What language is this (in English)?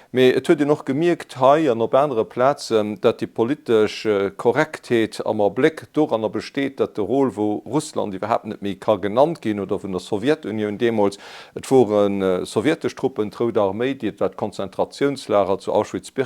Luxembourgish